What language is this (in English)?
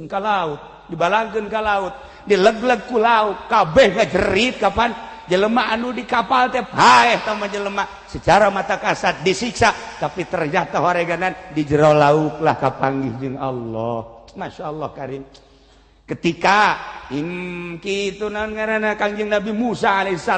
Sundanese